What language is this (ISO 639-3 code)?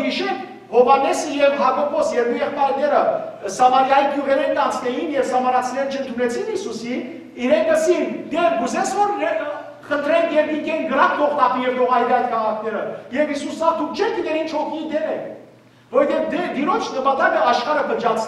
hyw